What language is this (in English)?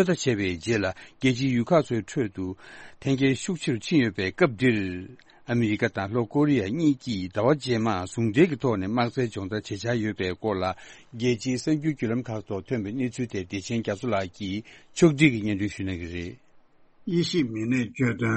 Tibetan